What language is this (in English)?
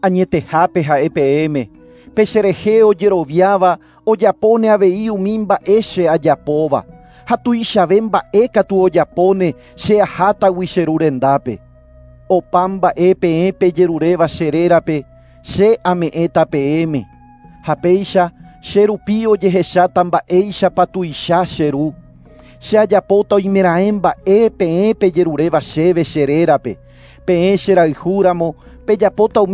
Guarani